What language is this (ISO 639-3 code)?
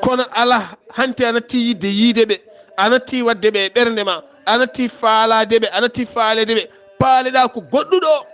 ful